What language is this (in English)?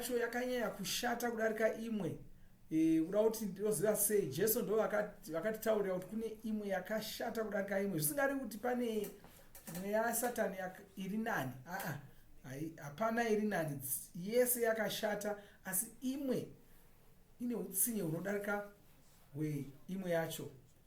Shona